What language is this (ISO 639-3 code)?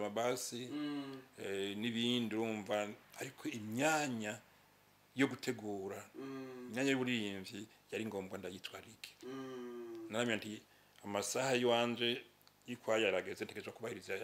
run